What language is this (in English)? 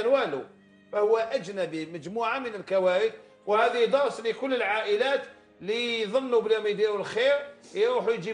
Algerian Arabic